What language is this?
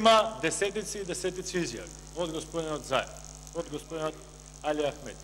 Macedonian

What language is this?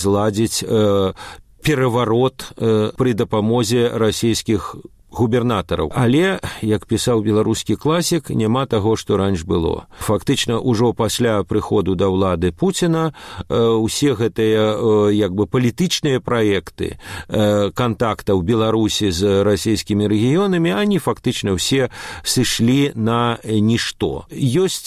Belarusian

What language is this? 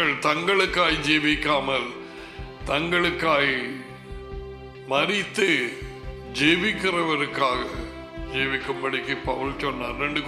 Tamil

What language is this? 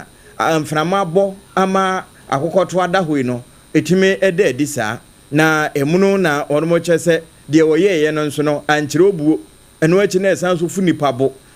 Akan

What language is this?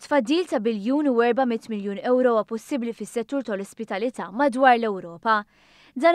Maltese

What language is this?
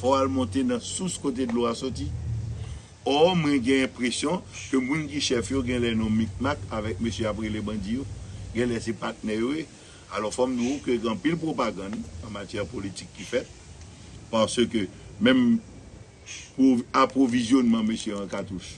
Haitian Creole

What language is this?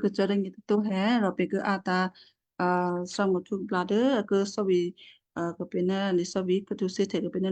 Western Kayah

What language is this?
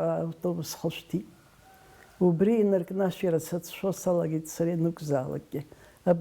Abkhazian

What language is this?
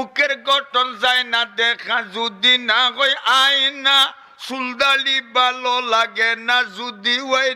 Sylheti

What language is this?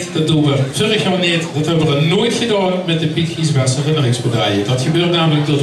Limburgish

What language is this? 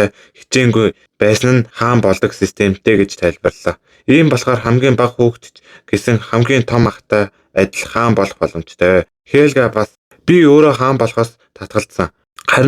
Mongolian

